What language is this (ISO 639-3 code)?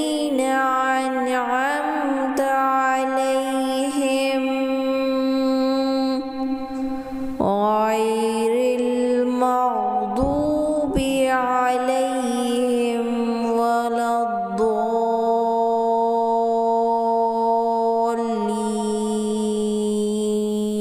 ara